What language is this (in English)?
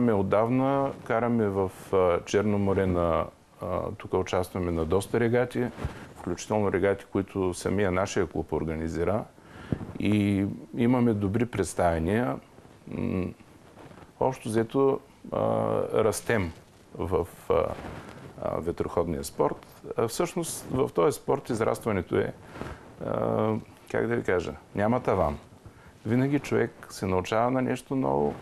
Bulgarian